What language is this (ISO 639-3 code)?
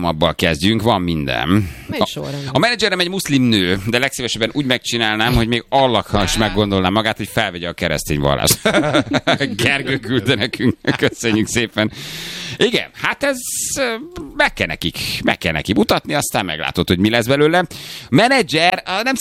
hun